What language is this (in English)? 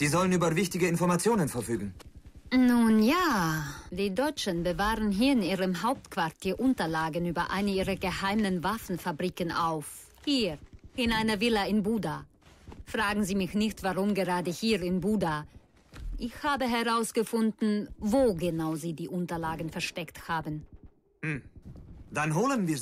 Bavarian